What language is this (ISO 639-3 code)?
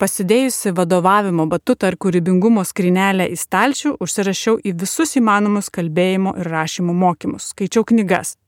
lit